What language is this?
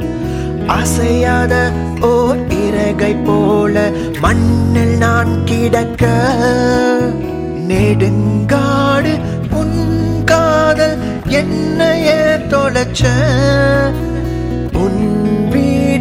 Tamil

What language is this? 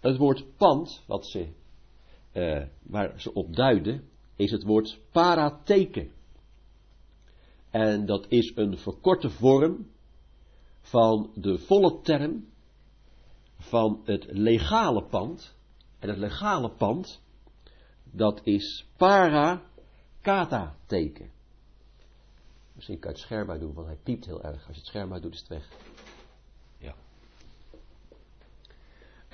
Dutch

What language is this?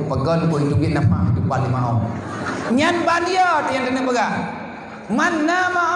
Achinese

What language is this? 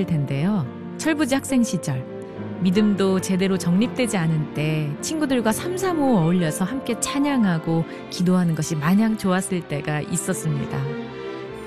Korean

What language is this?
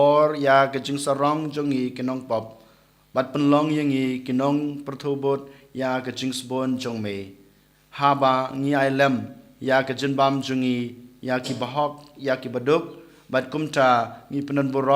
Khasi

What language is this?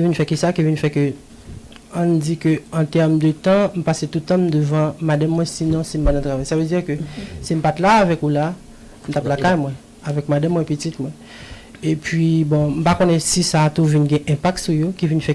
Haitian Creole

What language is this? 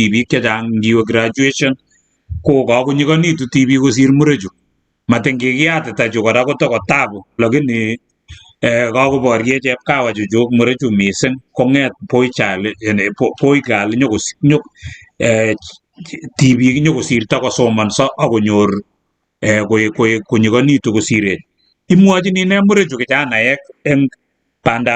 Kalenjin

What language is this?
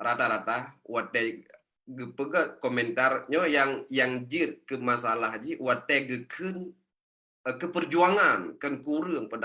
Achinese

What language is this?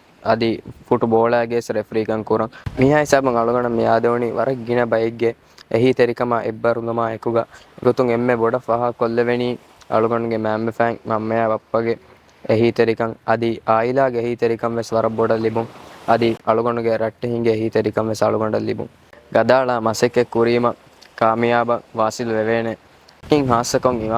Divehi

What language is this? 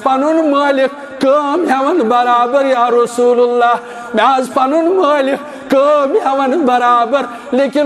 Kashmiri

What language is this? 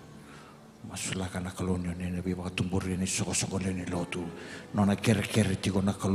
Fijian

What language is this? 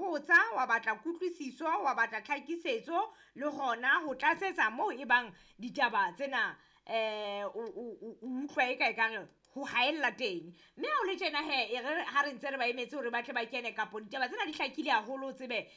Southern Sotho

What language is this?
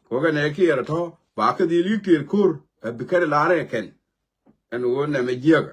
Nuer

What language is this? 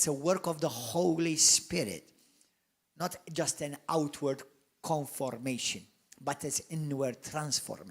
English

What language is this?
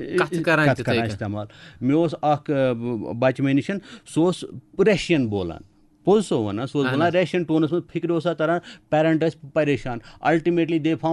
Kashmiri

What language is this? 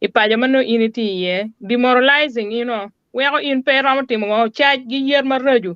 Acoli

